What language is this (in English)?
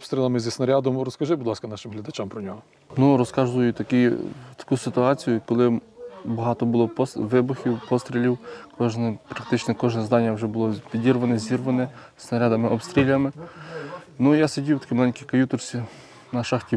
Ukrainian